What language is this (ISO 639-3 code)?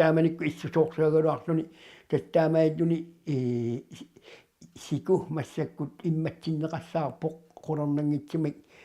kal